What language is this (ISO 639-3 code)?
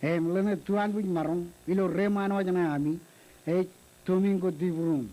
mah